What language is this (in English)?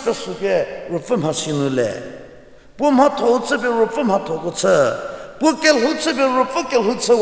Angami Naga